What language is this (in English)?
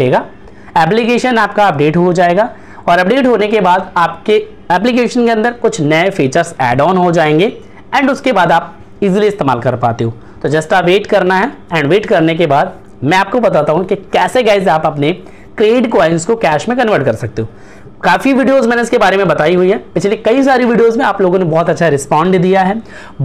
Hindi